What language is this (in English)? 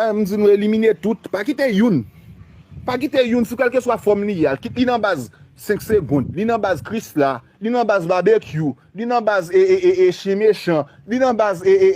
Haitian Creole